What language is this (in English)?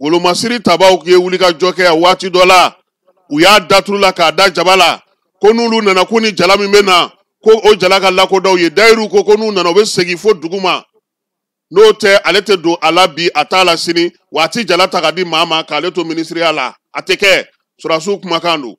Bambara